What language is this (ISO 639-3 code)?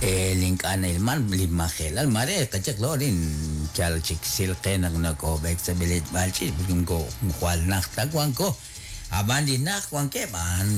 kek